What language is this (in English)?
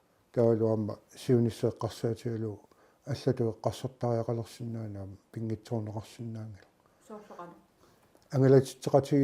Kalaallisut